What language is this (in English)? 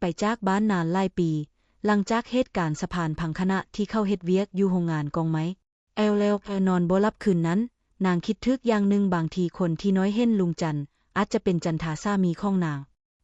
Lao